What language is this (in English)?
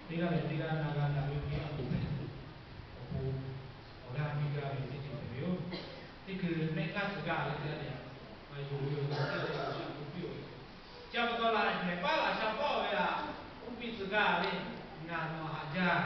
Lahu